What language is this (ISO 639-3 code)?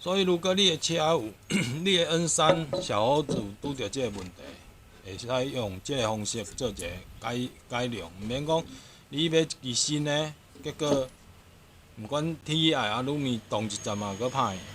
nan